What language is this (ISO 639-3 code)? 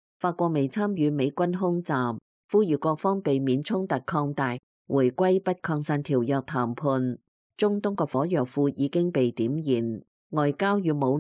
yue